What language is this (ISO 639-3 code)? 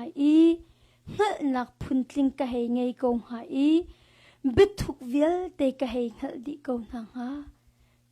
cnh